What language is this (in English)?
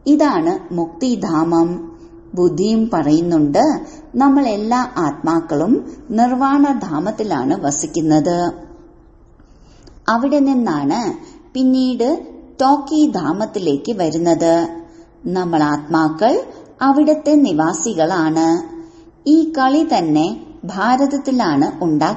Malayalam